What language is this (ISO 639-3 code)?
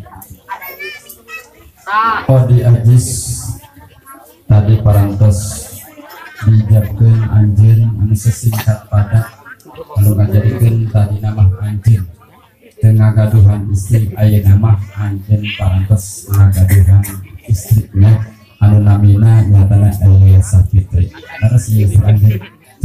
sun